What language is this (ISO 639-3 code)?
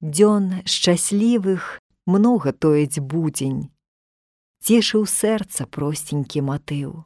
bel